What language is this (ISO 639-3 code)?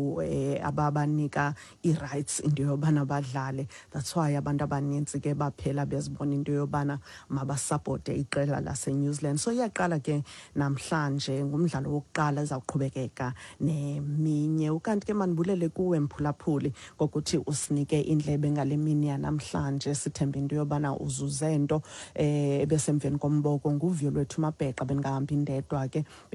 xho